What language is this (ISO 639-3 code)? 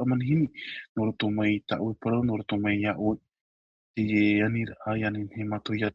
tah